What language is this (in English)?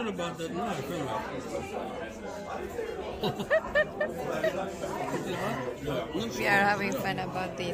English